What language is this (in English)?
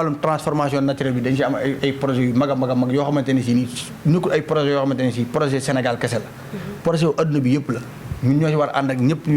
Wolof